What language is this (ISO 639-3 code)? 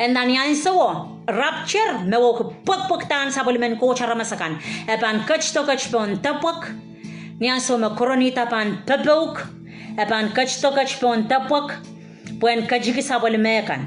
pon